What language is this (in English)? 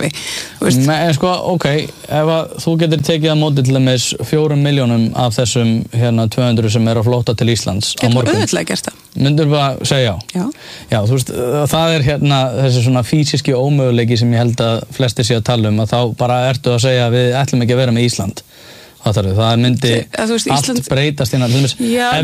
Icelandic